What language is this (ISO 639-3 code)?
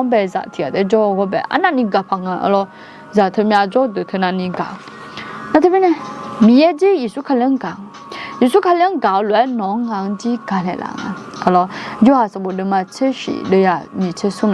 ahk